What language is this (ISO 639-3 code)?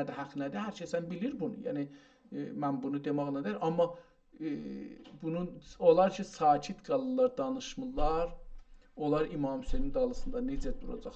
azb